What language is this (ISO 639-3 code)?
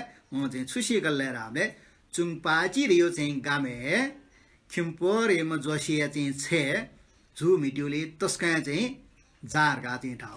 new